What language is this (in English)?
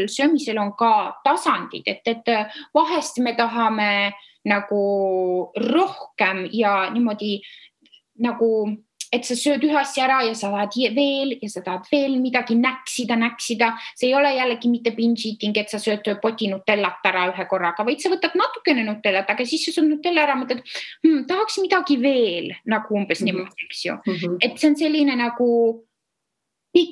Estonian